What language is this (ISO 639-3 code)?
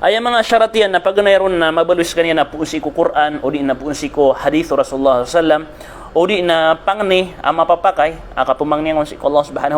mrw